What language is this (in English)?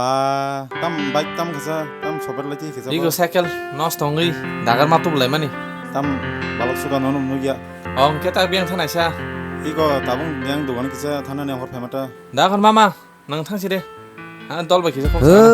Kok Borok